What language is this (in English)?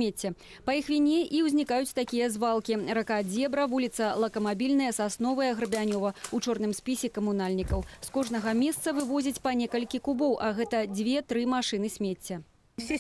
Belarusian